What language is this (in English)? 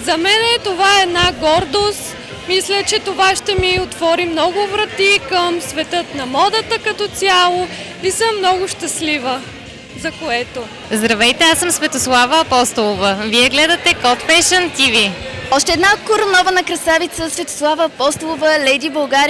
Bulgarian